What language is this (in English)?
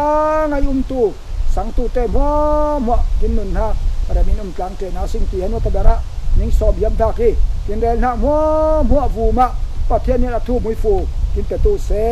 Falam Chin